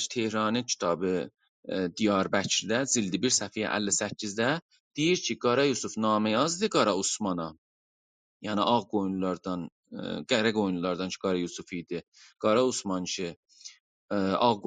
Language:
South Azerbaijani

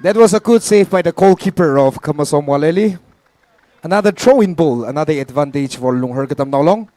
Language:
Tangkhul Naga (India)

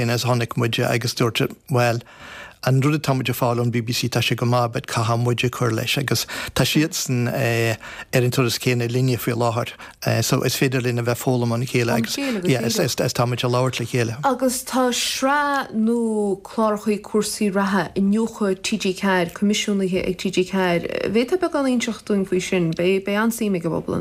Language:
Irish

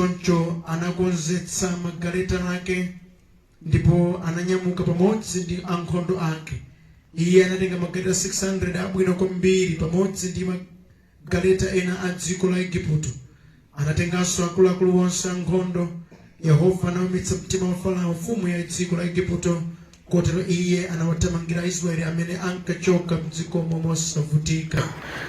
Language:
Nyanja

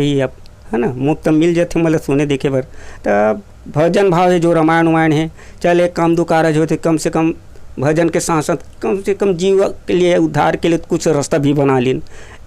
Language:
Chhattisgarhi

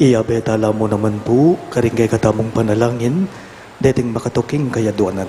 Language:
Pampanga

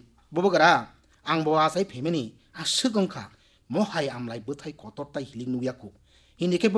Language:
Kok Borok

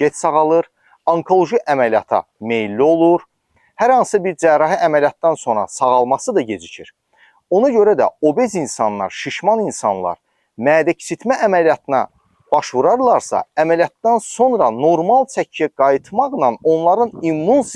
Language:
Azerbaijani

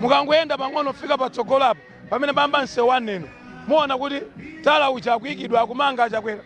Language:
Nyanja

